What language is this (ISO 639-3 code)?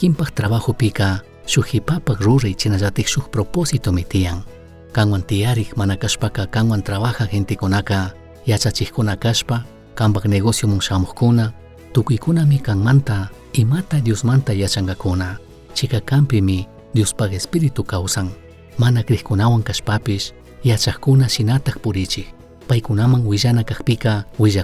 qug